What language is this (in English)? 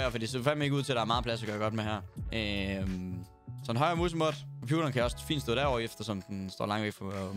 Danish